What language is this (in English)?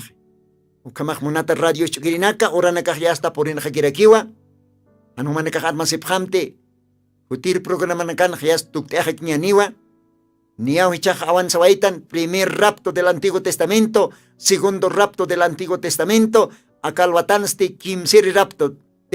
Aymara